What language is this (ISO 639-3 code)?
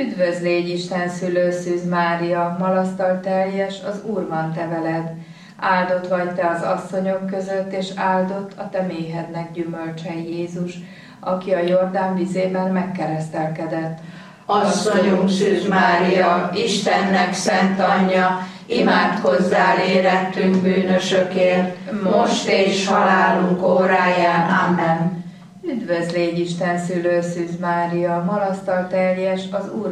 hun